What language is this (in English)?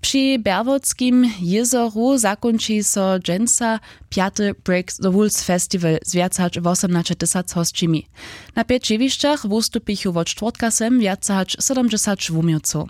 Upper Sorbian